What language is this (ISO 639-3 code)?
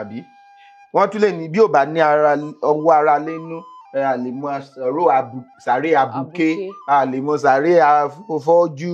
yor